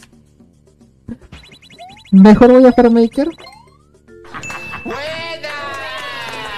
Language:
Spanish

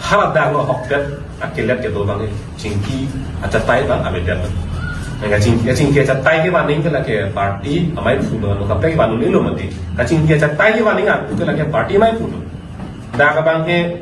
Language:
Karbi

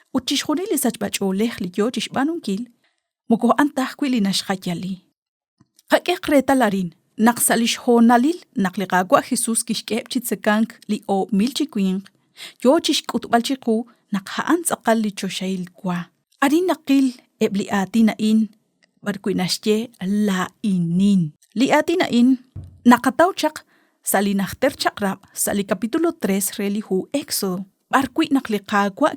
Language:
Kekchí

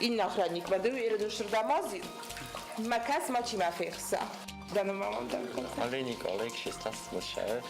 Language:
Ossetic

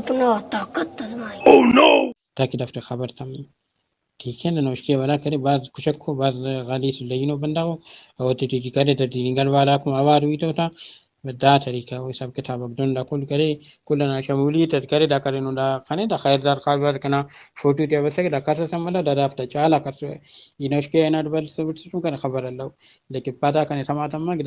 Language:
Brahui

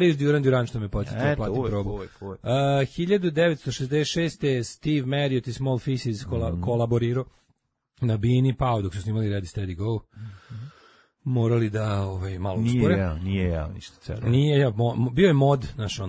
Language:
Serbian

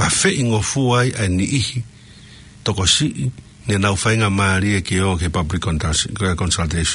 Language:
Tongan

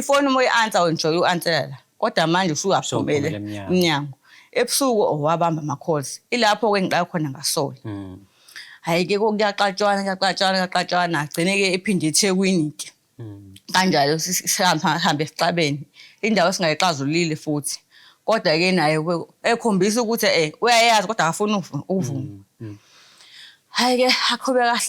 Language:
Zulu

